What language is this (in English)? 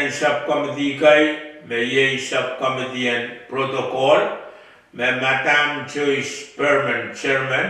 Pohnpeian